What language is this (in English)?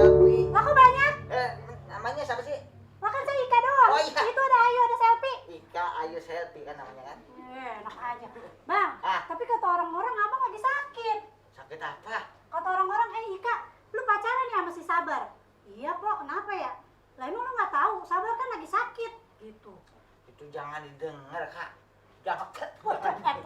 Betawi